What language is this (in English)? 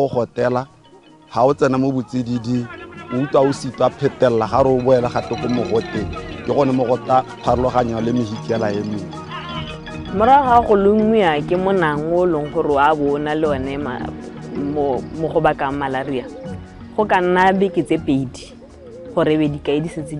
Tswana